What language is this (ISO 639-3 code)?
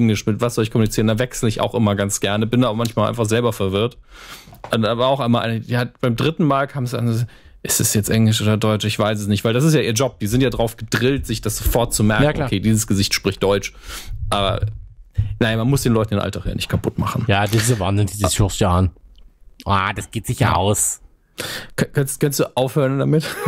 deu